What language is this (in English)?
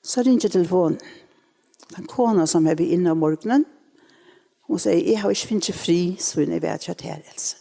Faroese